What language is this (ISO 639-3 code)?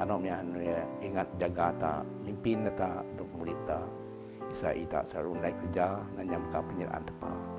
bth